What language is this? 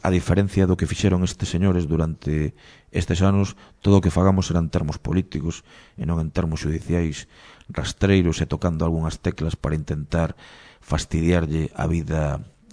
Galician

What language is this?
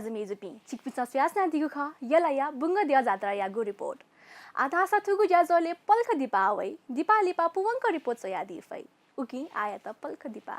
Newari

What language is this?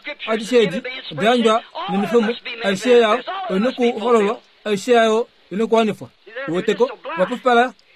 Kuanyama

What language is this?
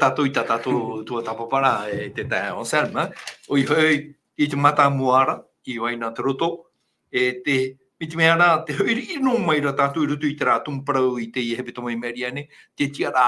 Tahitian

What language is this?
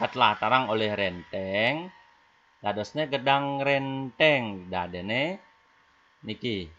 Balinese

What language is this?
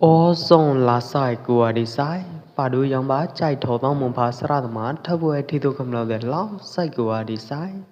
Pwo Eastern Karen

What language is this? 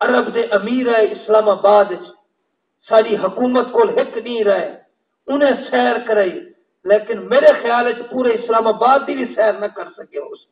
Saraiki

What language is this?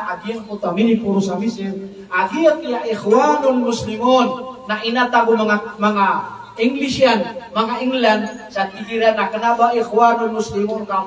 Maranao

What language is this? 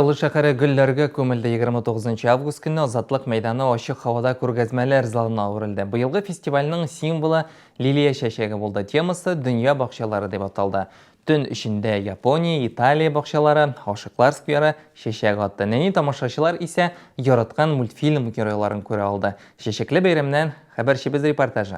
Tatar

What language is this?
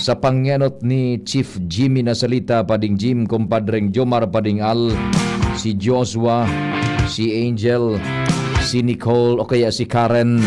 Bikol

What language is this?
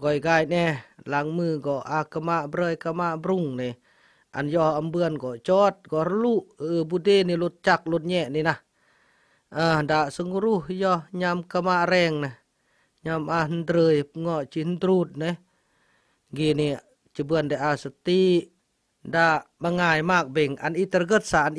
Khmu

